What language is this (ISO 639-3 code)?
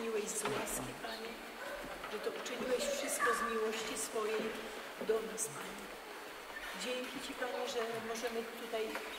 pol